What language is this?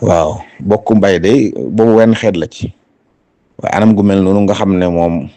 Wolof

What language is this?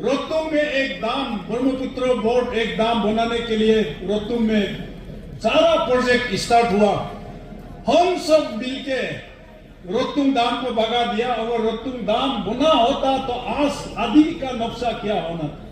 Adi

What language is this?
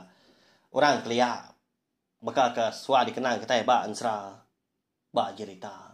Iban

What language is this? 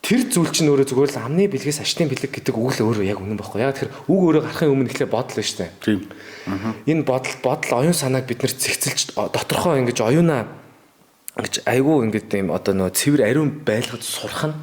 Mongolian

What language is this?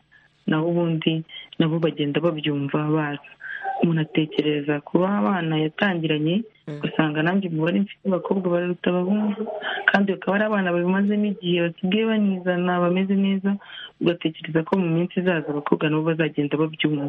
Kinyarwanda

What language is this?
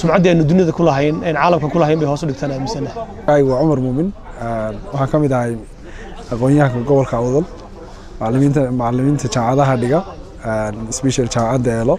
Somali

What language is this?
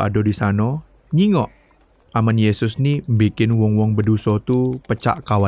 Musi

